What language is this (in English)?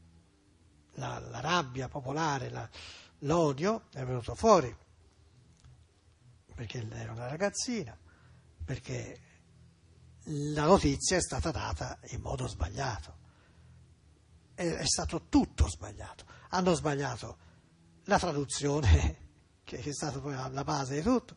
Italian